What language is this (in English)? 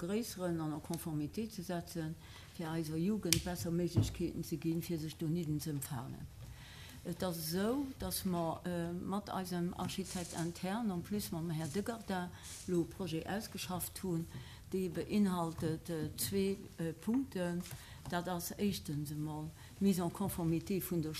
Luxembourgish